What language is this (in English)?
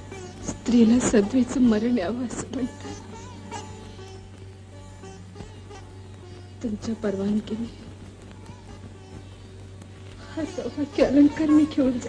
Marathi